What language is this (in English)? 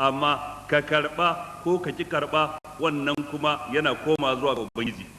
Hausa